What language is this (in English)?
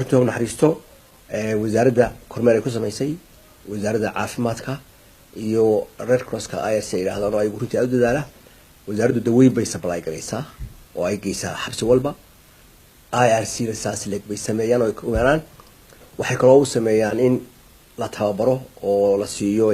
Somali